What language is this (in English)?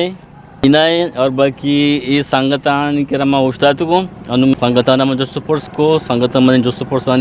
Eastern Balochi